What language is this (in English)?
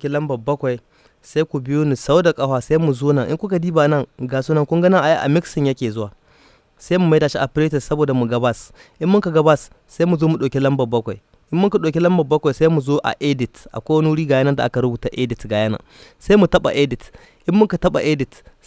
Hausa